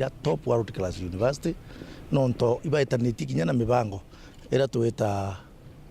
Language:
Meru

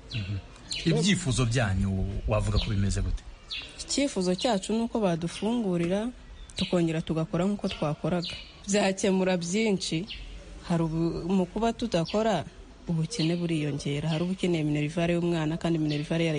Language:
Kinyarwanda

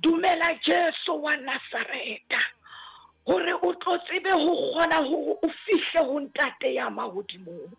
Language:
Southern Sotho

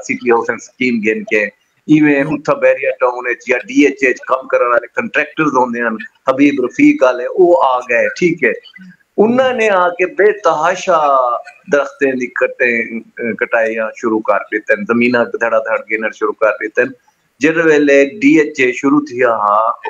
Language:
Saraiki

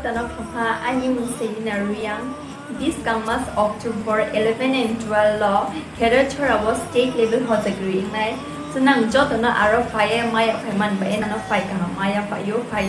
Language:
Kok Borok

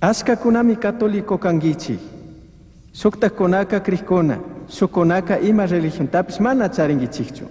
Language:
Chimborazo Highland Quichua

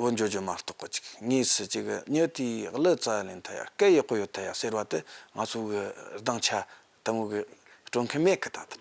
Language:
Tibetan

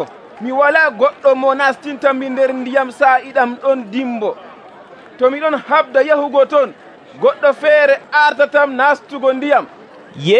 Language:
Nigerian Fulfulde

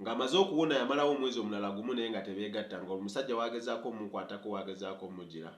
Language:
Ganda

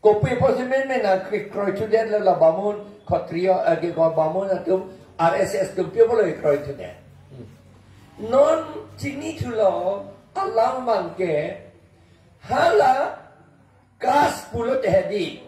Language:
Karbi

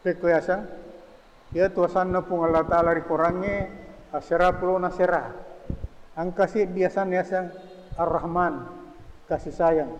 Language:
Buginese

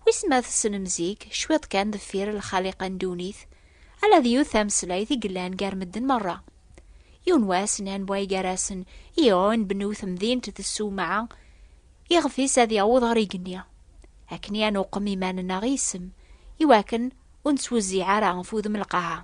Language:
Kabyle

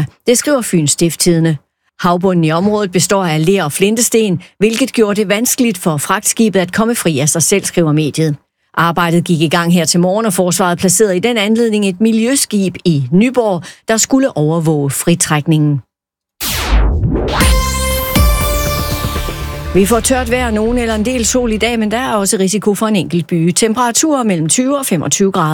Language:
Danish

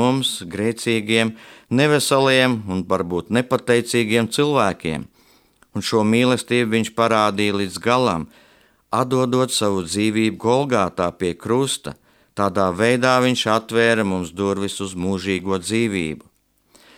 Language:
Latvian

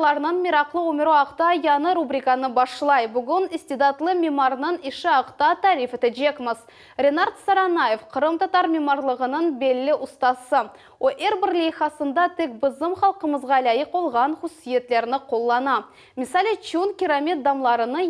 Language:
Crimean Tatar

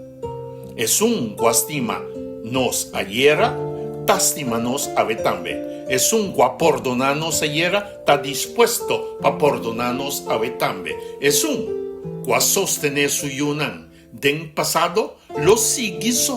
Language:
Papiamento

